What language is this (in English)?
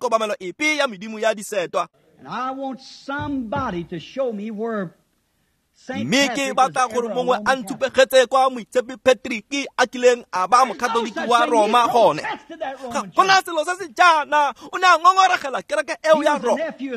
Tswana